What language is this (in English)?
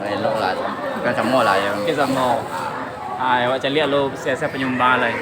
Minangkabau